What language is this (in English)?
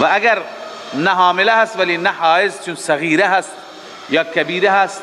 Persian